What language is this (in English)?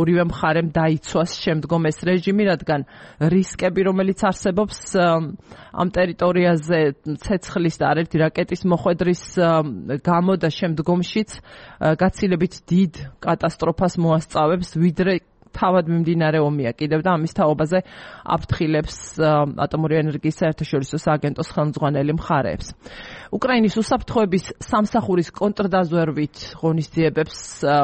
Georgian